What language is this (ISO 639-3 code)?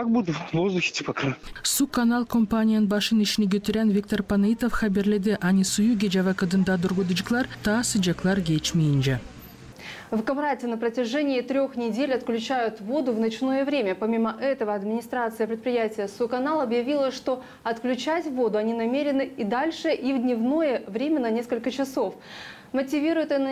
gag